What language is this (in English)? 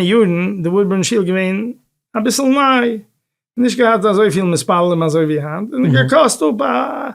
Yiddish